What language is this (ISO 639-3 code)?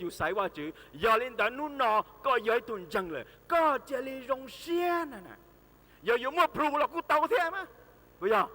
hmn